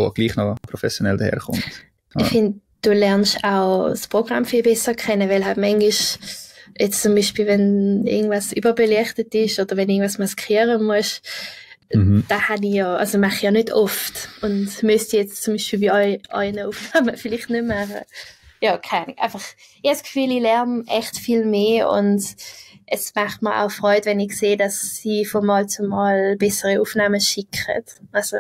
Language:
Swiss German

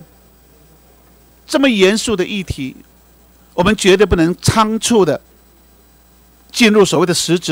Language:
Chinese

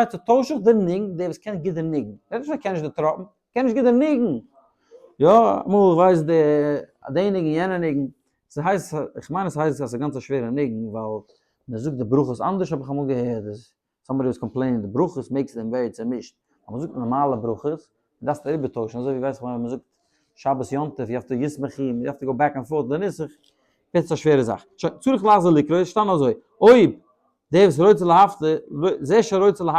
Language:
Yiddish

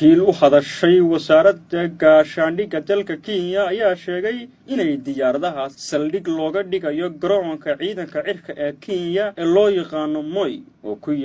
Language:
Somali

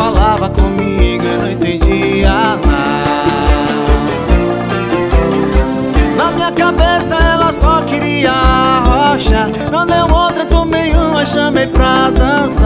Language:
Portuguese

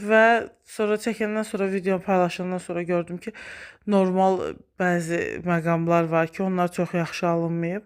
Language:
Azerbaijani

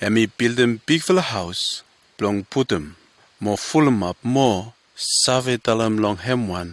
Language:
Bislama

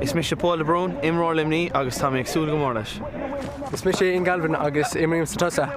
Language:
Irish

